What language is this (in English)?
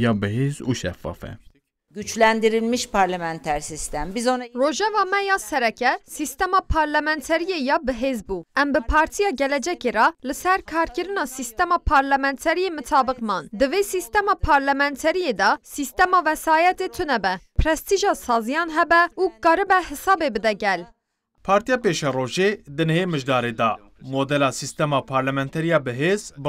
Kurdish